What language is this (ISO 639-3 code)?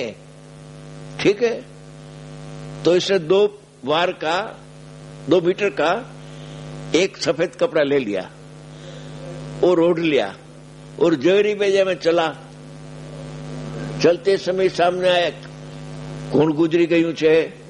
guj